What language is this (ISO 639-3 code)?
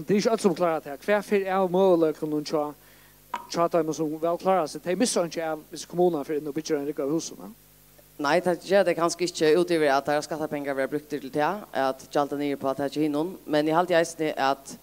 fao